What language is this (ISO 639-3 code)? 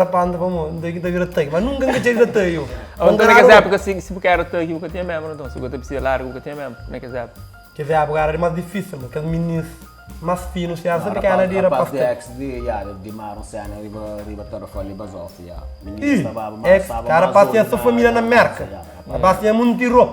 kea